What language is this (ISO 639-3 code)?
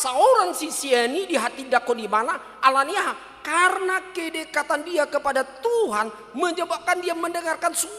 bbc